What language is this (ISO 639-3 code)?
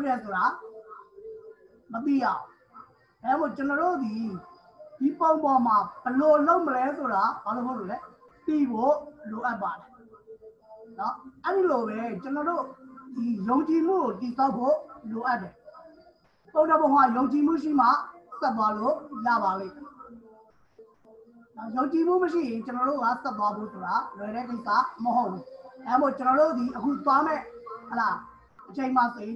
mya